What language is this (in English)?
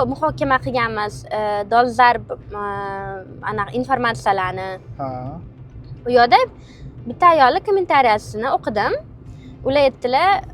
Uzbek